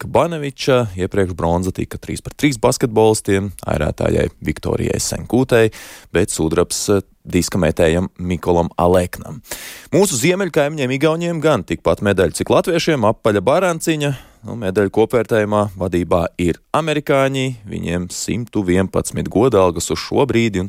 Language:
Latvian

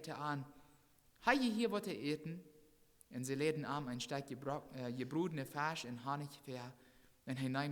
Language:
Plautdietsch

